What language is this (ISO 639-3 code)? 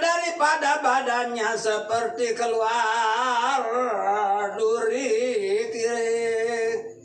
sas